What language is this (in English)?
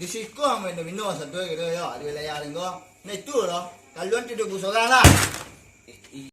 Minangkabau